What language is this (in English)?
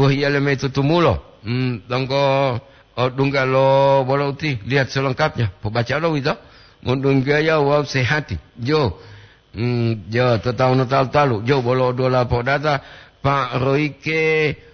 Gorontalo